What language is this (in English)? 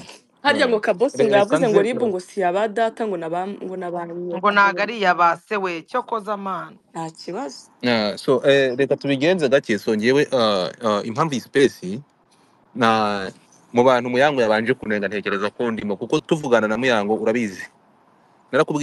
Kinyarwanda